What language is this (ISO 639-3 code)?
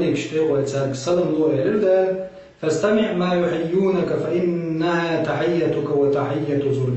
che